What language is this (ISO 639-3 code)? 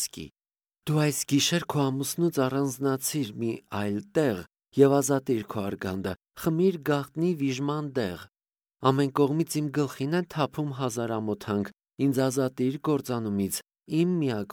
hye